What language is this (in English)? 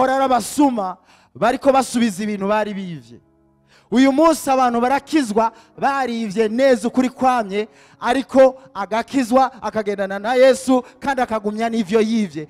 Rundi